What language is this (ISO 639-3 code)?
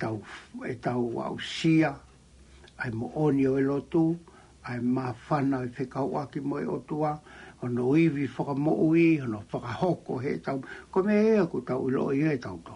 ton